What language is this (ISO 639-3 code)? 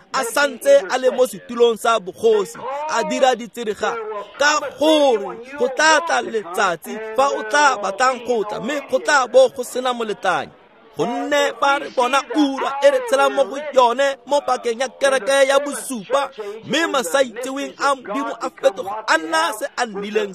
tsn